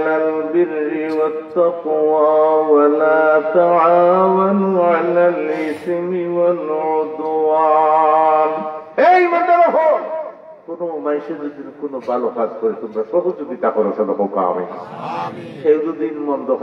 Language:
Sylheti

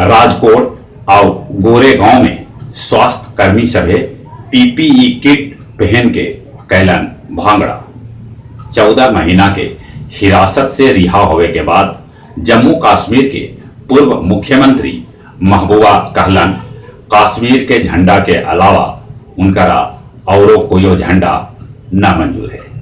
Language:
Magahi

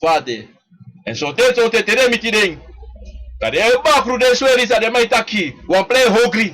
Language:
Sranan Tongo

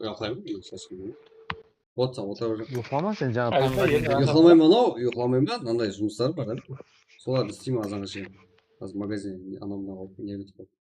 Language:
Kara-Kalpak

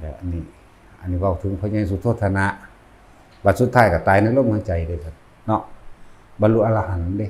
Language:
Northeastern Thai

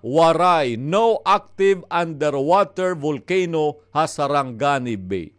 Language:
Waray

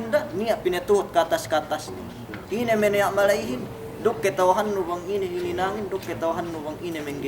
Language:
Yakan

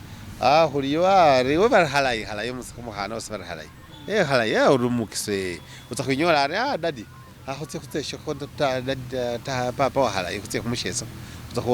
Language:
Masaaba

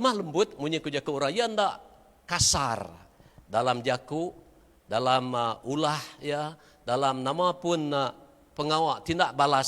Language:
Iban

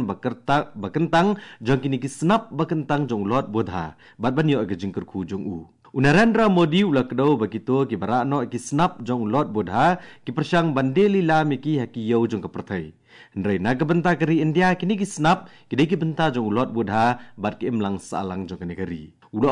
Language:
Khasi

